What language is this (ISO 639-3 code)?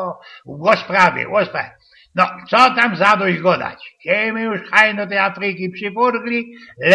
szl